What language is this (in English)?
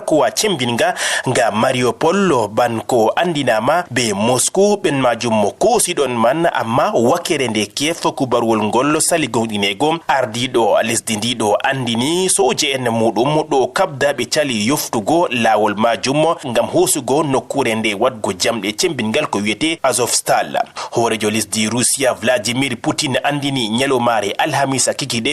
Fula